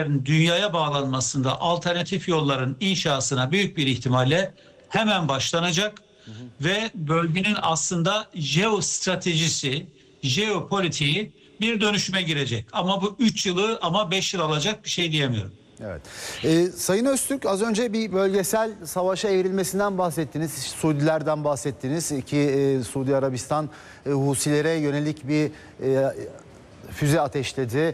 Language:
Turkish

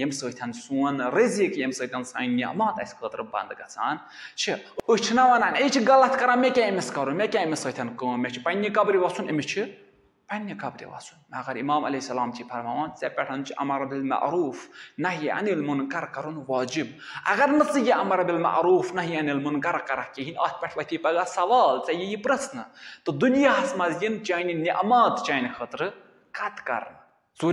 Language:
Kashmiri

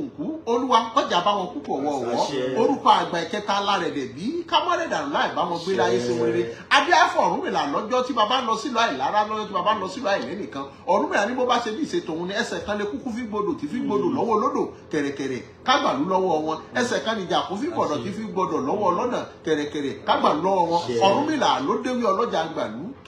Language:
Yoruba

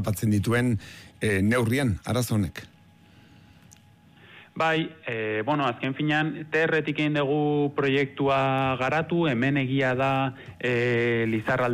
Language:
Basque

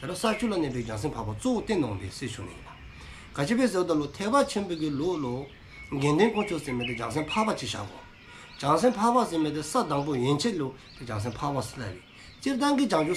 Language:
Dzongkha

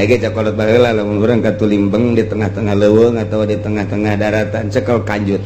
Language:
Sundanese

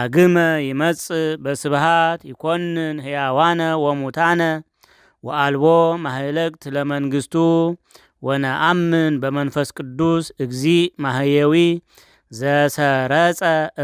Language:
Amharic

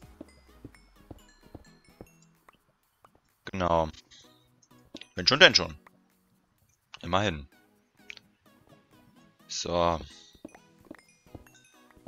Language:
German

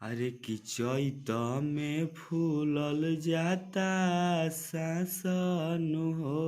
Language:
Bhojpuri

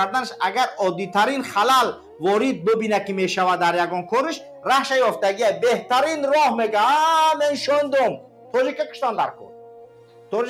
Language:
Tajik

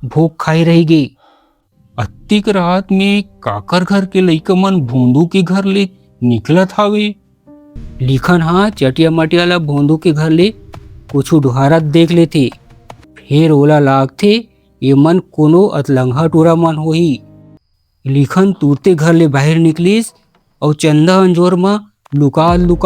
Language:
Chhattisgarhi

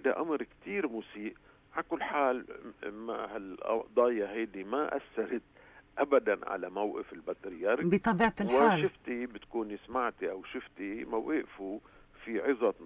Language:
North Levantine Arabic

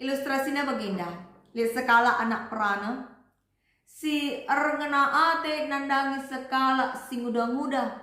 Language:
Batak Karo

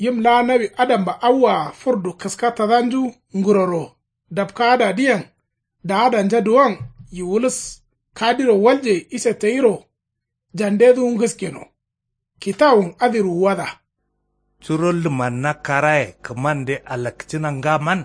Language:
Kanuri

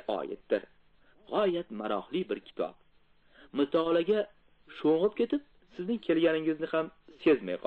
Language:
Uzbek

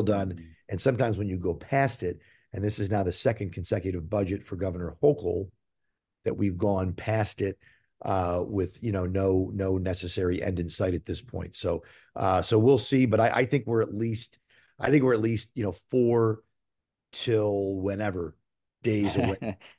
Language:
English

